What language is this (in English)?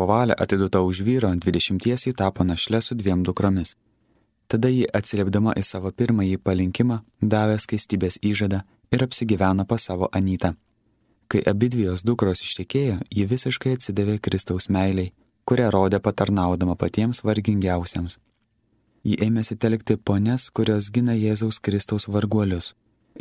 Lithuanian